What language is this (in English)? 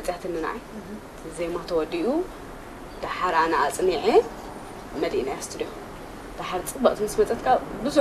Tigrinya